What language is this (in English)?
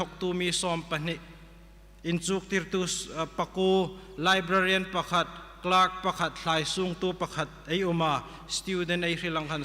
Hmar